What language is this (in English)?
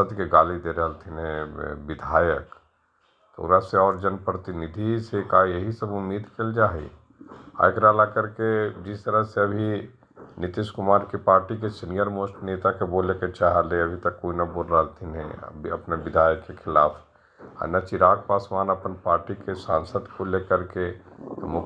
Magahi